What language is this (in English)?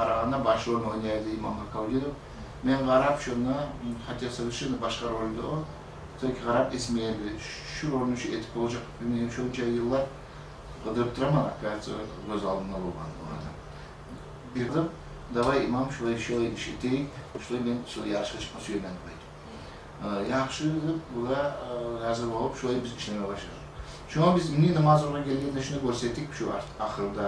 Kumyk